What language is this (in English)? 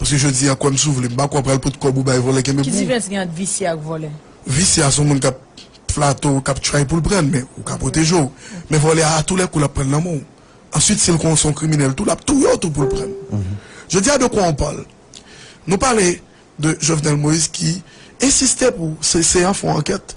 Haitian Creole